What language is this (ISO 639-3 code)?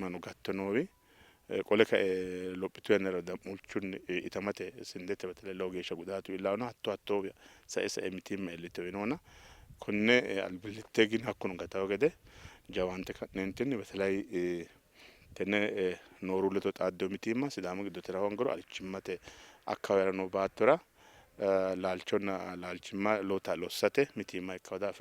sid